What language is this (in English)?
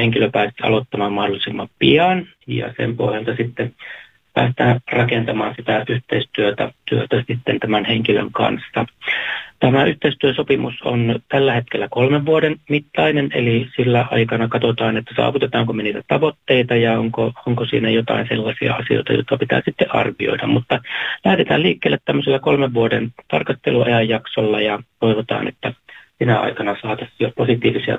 Finnish